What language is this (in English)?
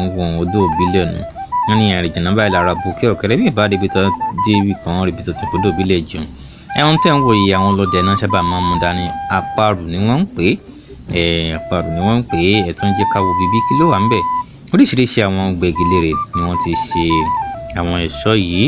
Yoruba